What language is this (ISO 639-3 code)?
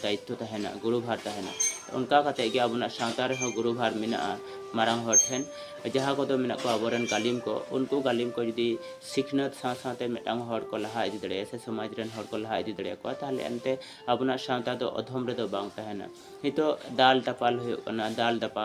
sat